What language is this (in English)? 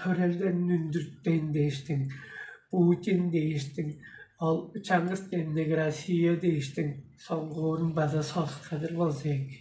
Tuvinian